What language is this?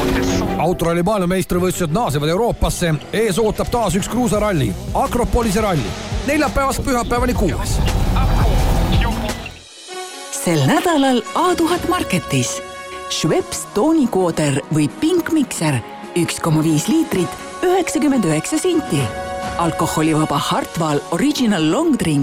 Estonian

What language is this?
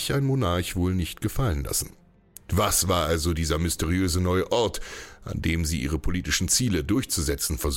German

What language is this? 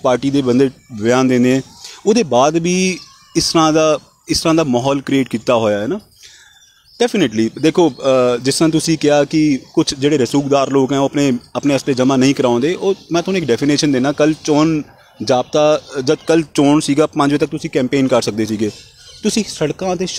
Punjabi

